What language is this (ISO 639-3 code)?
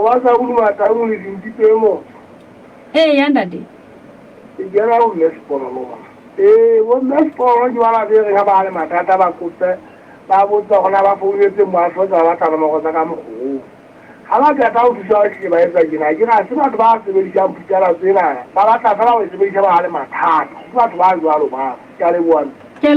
sot